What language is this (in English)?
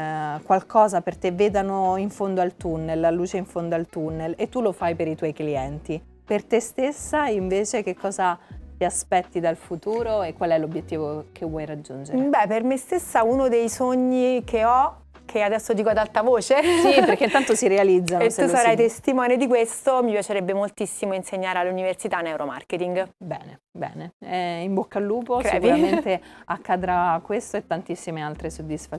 Italian